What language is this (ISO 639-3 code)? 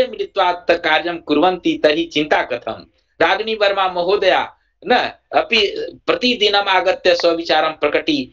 san